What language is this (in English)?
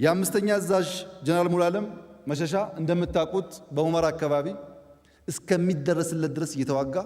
Amharic